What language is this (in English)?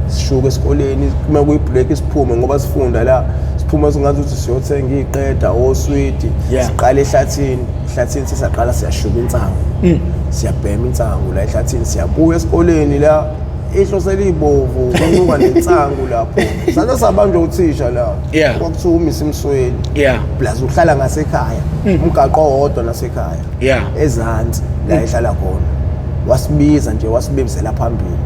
Zulu